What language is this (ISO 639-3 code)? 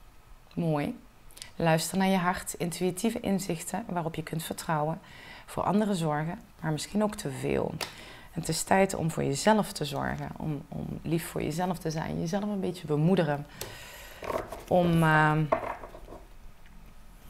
nld